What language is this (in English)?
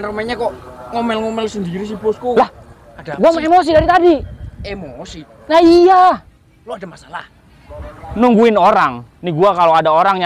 Betawi